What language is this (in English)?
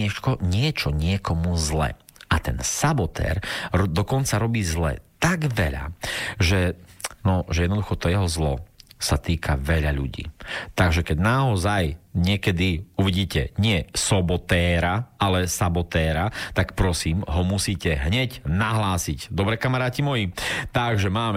Slovak